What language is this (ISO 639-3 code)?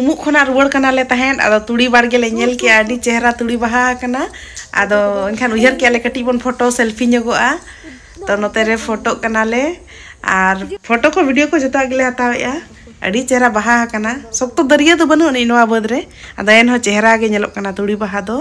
sat